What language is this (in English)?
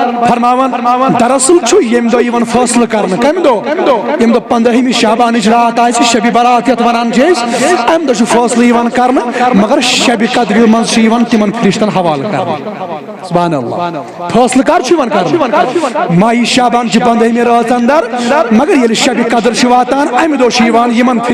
Kashmiri